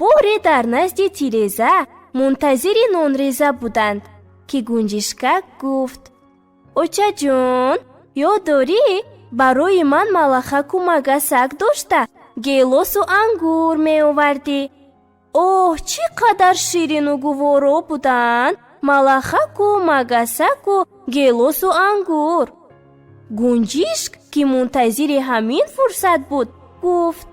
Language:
Tajik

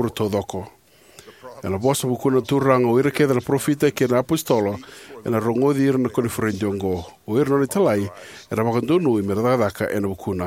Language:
Fijian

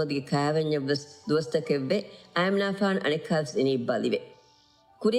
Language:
Divehi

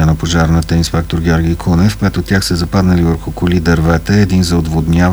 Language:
Bulgarian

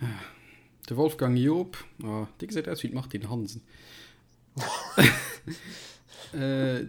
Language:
Luxembourgish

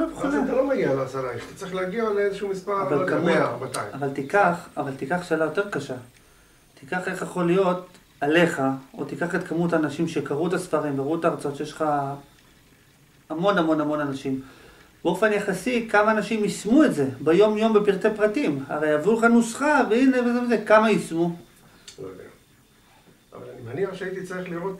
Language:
Hebrew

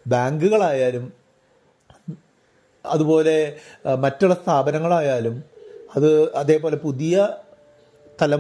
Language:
Malayalam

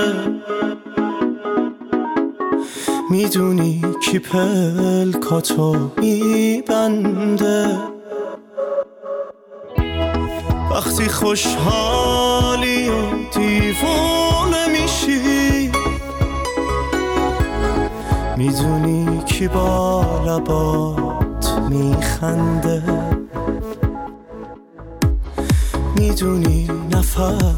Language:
Persian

